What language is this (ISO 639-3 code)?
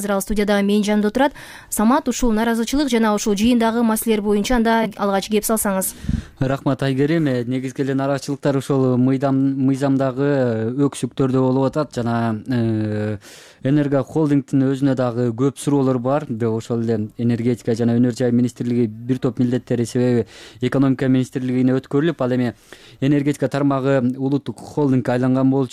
kir